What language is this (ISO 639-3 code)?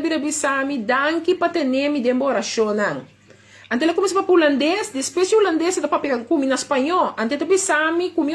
pap